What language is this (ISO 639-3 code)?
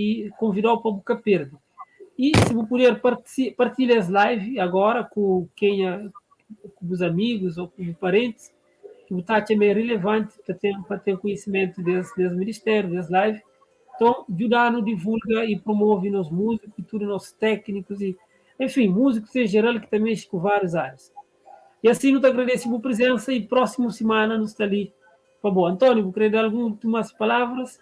kea